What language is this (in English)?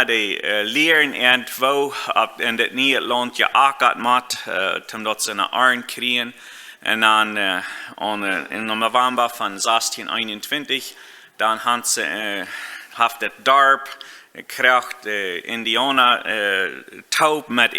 Plautdietsch